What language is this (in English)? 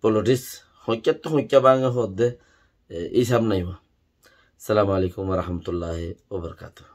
Rohingya